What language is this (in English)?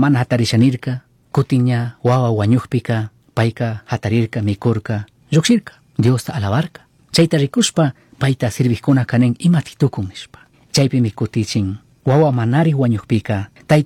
Chimborazo Highland Quichua